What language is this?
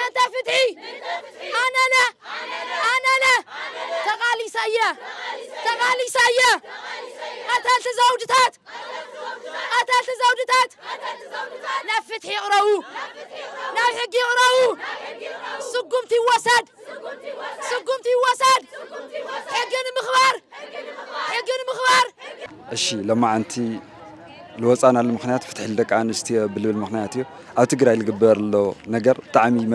Tigrinya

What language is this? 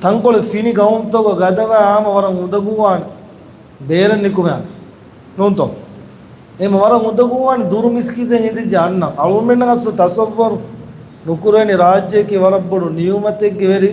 Divehi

